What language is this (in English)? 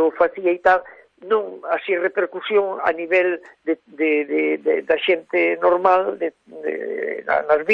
Galician